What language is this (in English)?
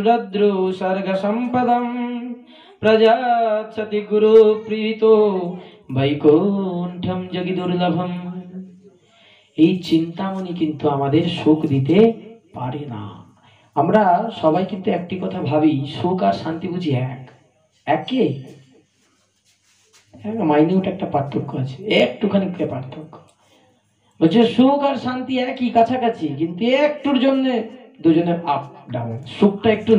Bangla